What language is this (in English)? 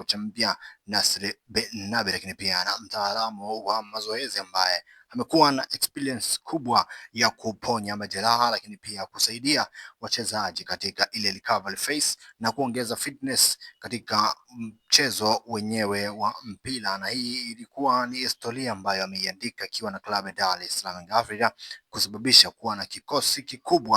Swahili